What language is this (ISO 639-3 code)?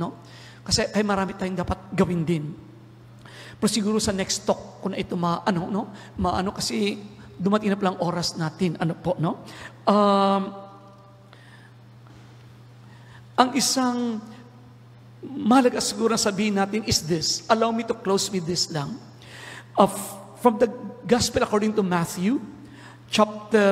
fil